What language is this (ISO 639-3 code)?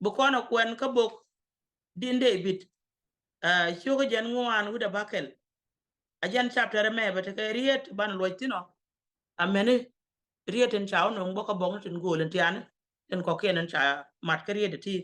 nus